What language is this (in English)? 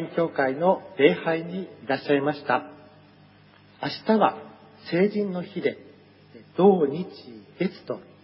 Japanese